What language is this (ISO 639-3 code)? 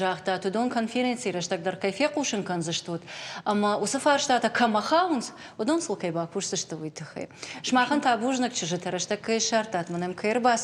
oss